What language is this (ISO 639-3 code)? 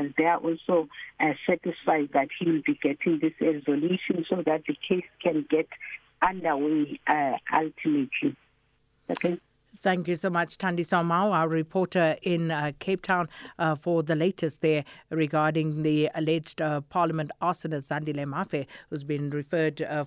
eng